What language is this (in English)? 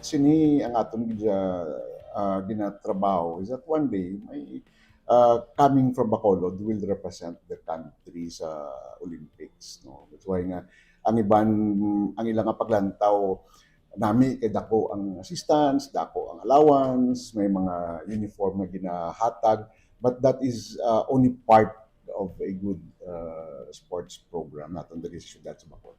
Hiligaynon